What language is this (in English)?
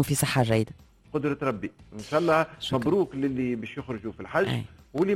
Tunisian Arabic